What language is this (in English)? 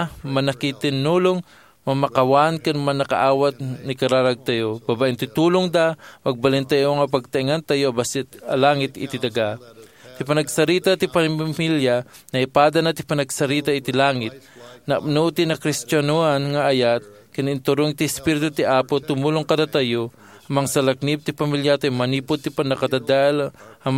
Iloko